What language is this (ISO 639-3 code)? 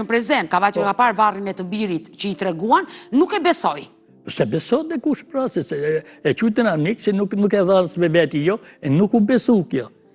sqi